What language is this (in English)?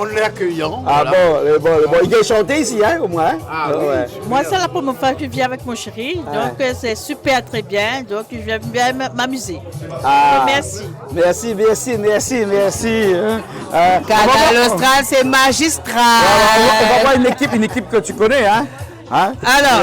Réunion Creole French